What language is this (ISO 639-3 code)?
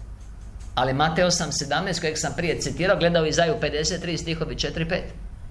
hrv